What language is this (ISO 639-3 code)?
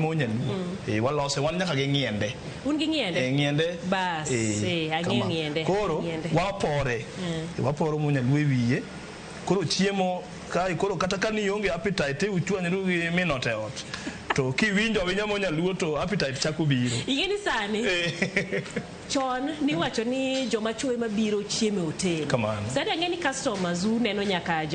luo